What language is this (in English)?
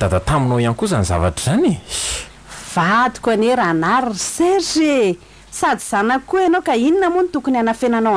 Malagasy